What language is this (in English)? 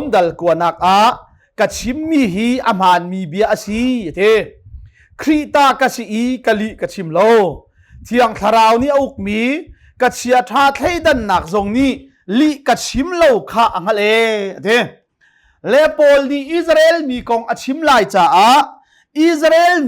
Hakha Chin